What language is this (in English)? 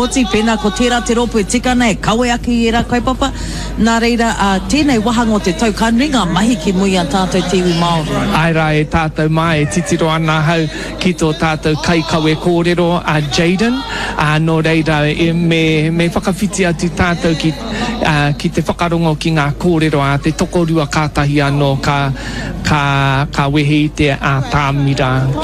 Māori